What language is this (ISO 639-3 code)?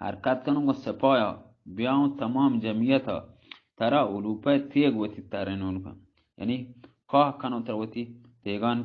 bal